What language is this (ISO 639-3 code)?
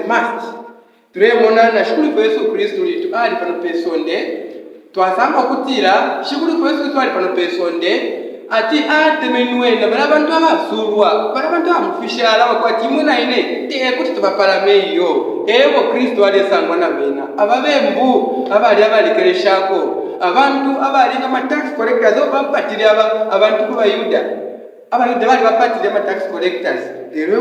bem